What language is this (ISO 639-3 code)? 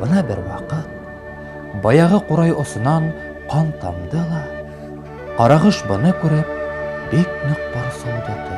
bak